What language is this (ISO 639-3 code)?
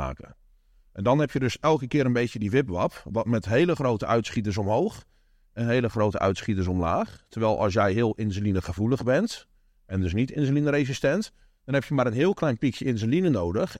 nld